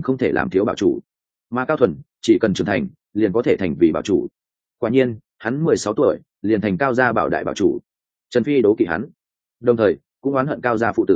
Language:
Vietnamese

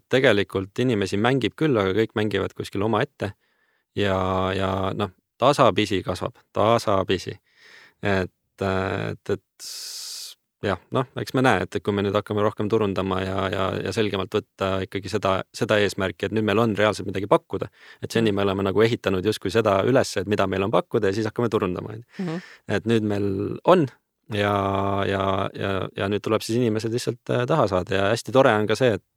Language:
Estonian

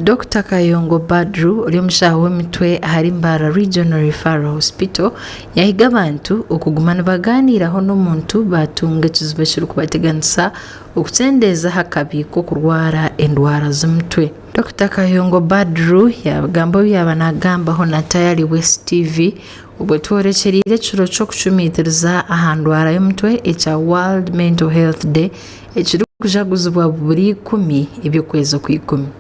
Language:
Nyankole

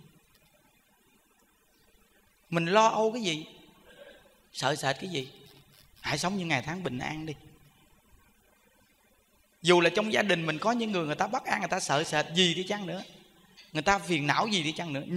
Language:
Vietnamese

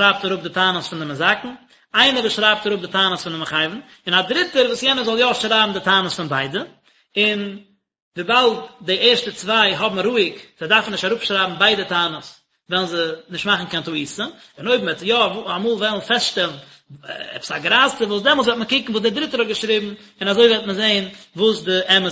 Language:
Yiddish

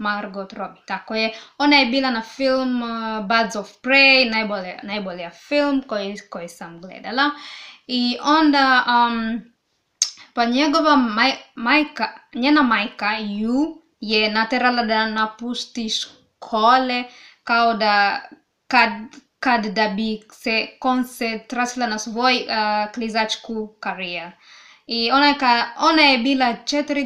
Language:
Serbian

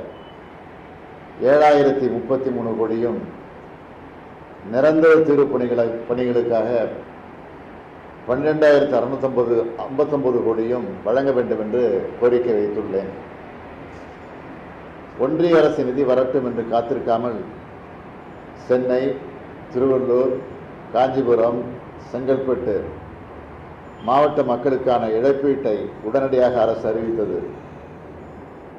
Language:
Tamil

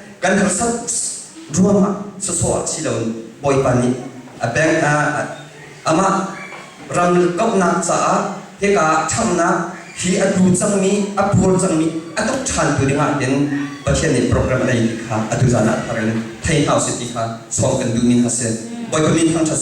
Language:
Hakha Chin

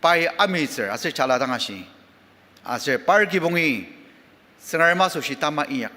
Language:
Ao Naga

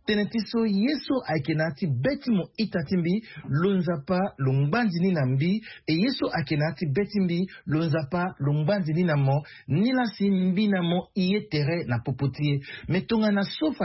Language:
Sango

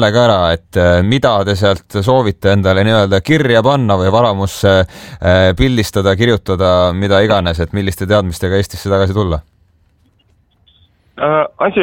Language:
Estonian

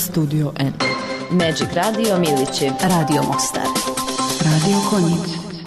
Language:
Bosnian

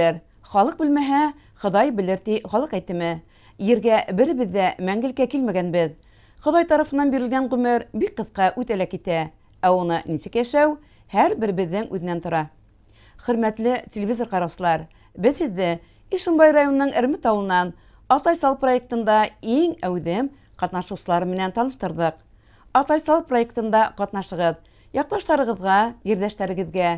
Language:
Bashkir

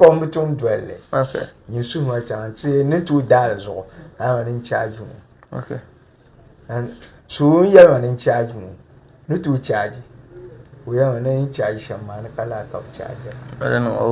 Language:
Dagbani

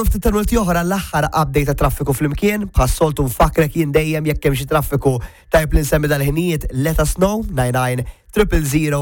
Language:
Maltese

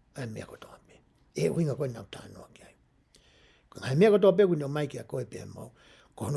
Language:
Tongan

